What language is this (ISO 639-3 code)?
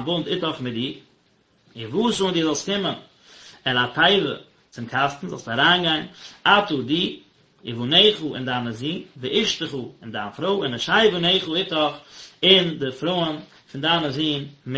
yid